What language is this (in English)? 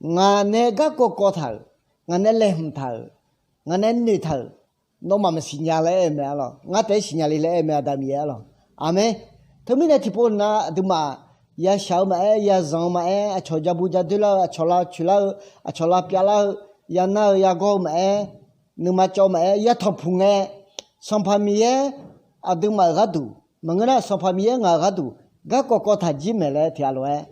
Akha